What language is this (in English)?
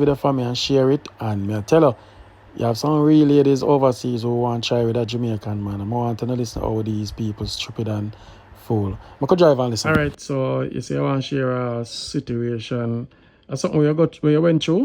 Jamaican Creole English